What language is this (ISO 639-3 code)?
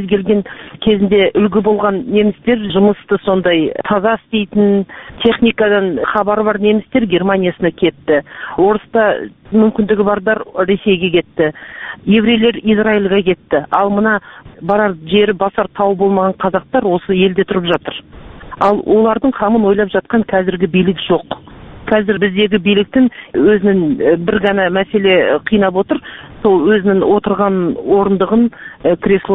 kaz